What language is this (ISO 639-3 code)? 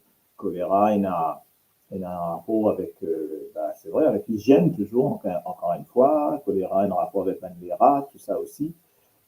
mfe